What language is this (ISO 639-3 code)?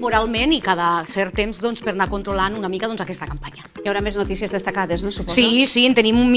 cat